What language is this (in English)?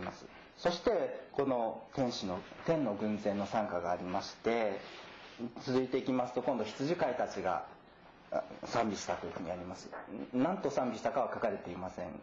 Japanese